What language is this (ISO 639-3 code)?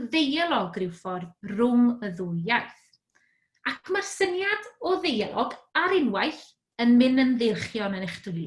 cym